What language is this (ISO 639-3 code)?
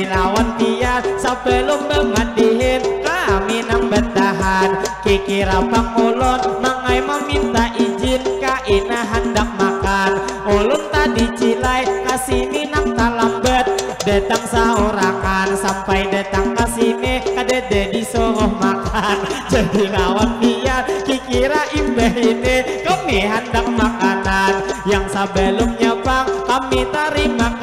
bjn